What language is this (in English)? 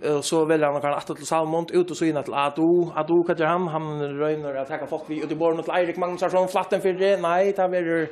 Faroese